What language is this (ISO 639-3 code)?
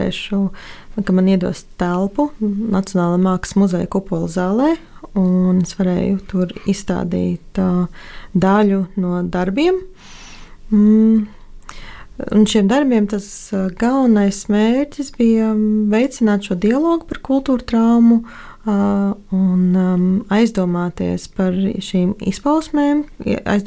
lav